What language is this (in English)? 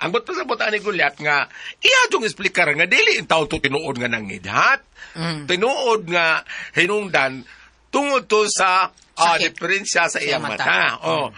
Cebuano